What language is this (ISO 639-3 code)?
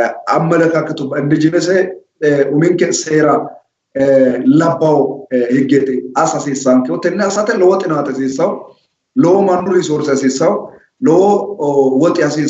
sid